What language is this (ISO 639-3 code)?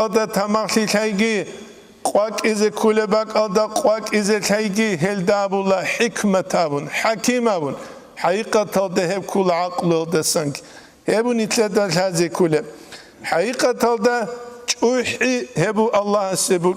ava